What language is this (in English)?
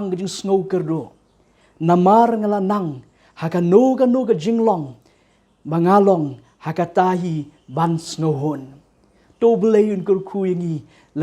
Khasi